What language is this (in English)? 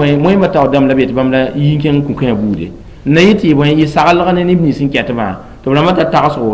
Mossi